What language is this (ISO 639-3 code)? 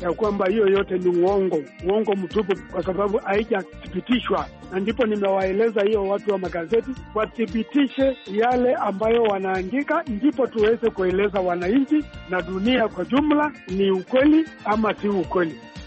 swa